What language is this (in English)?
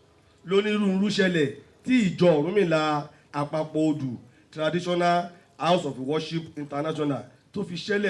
Yoruba